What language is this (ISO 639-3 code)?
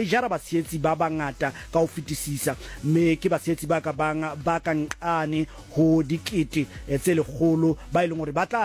sot